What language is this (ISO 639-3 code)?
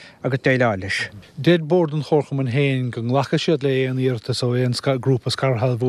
gle